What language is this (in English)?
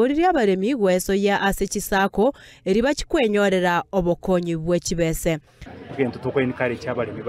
Gusii